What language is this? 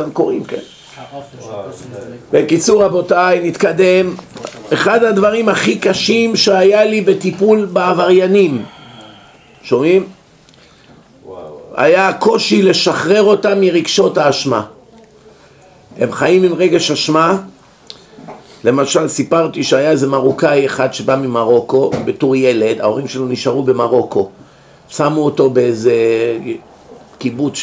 Hebrew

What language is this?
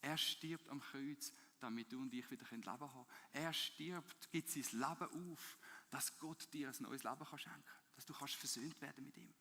Swiss German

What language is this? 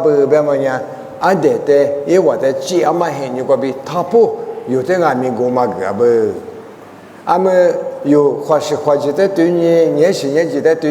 Lisu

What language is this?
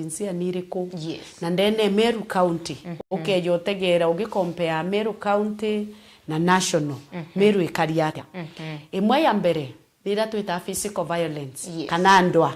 Meru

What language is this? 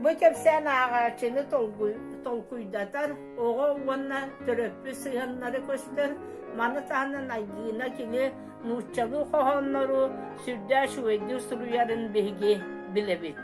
Yakut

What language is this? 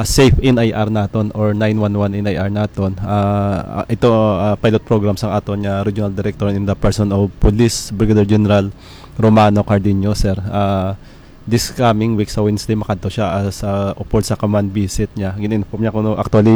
Hiligaynon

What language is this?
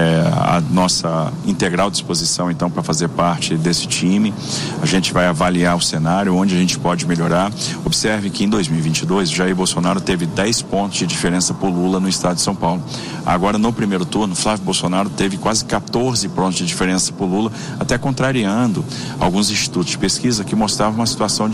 Portuguese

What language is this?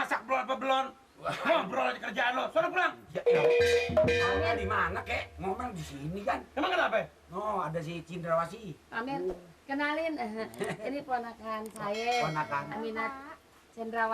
Betawi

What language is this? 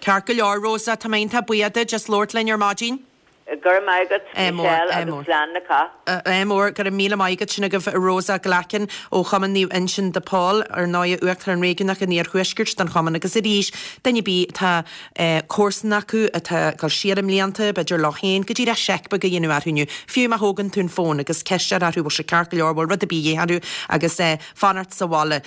Irish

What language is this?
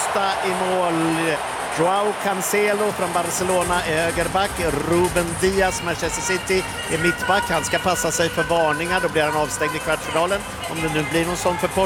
Swedish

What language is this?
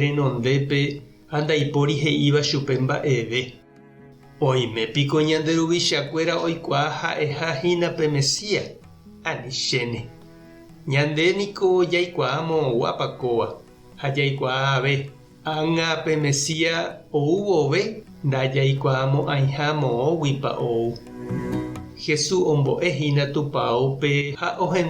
Guarani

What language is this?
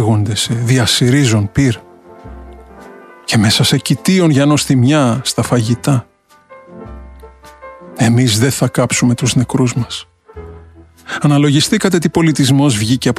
Greek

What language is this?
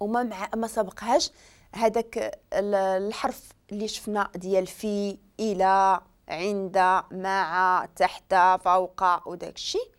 Moroccan Arabic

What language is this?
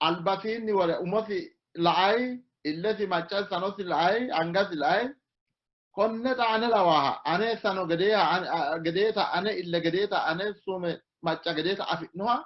Sidamo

